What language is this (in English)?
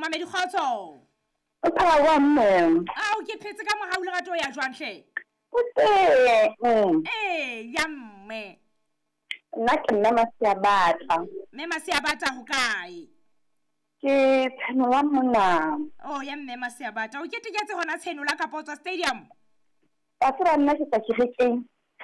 Southern Sotho